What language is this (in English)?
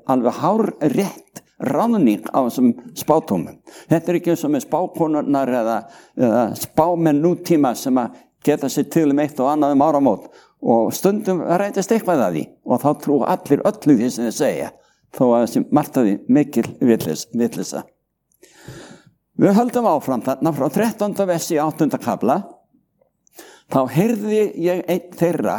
Icelandic